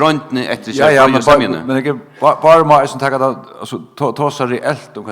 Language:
Faroese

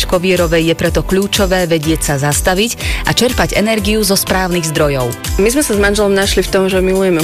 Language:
Slovak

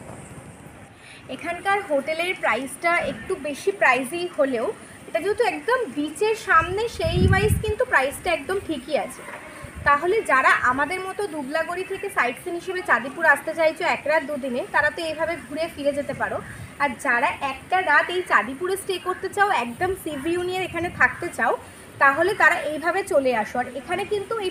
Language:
Bangla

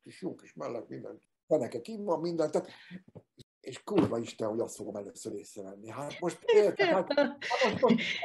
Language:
Hungarian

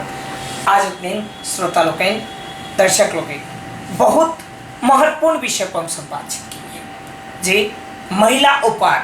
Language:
Maithili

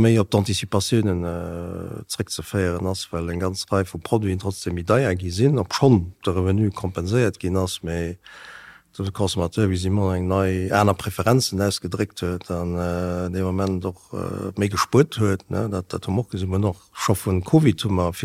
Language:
Luxembourgish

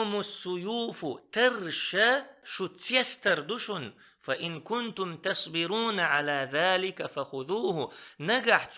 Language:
Chechen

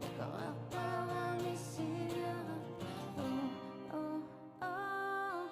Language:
Kalaallisut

